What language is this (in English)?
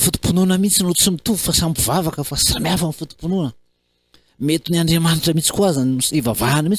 Malagasy